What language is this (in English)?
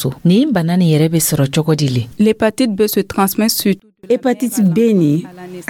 Dyula